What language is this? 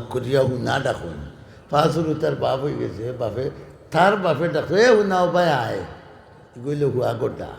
Sylheti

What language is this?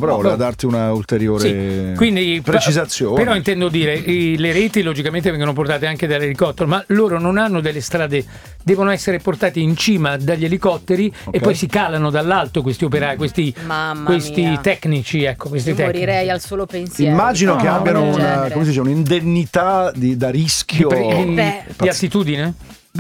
Italian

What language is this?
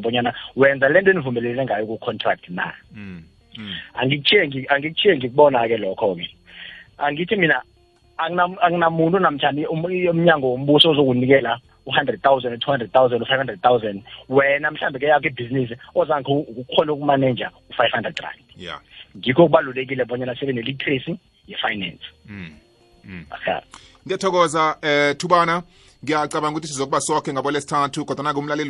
South Ndebele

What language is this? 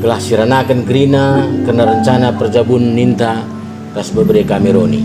Batak Karo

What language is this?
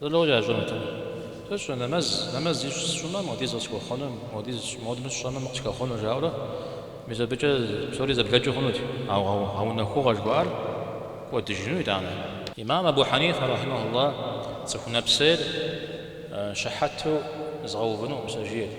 Kabardian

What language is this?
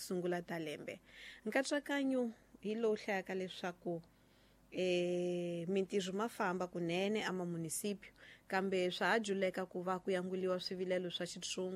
Tsonga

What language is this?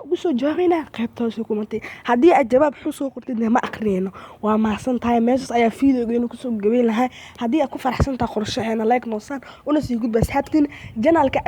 Somali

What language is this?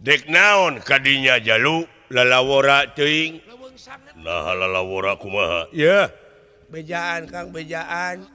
Sundanese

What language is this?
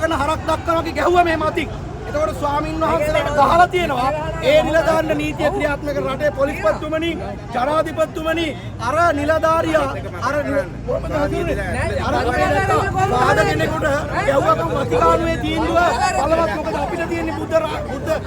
Sinhala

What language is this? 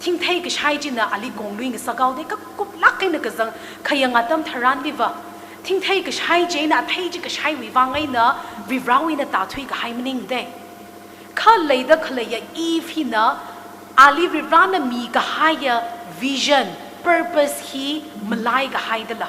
Tangkhul Naga (India)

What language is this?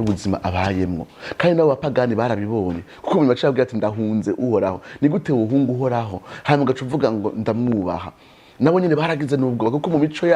Rundi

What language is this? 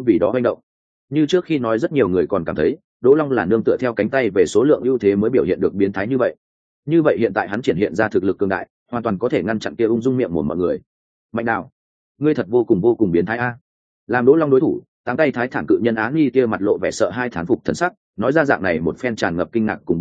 Vietnamese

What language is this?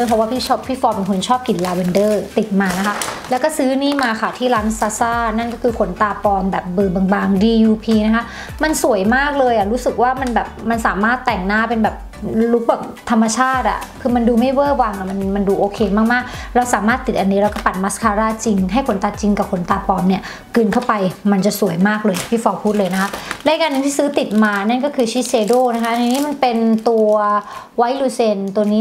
Thai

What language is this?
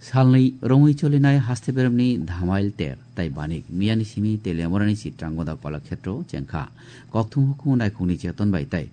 Kok Borok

